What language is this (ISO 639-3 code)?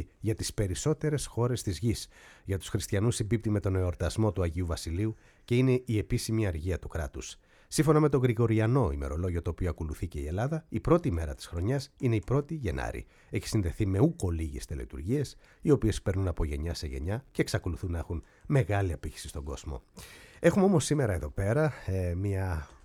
ell